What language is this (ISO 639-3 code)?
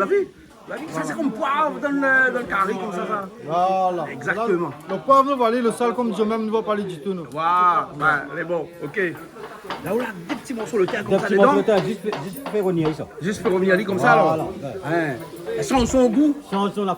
rcf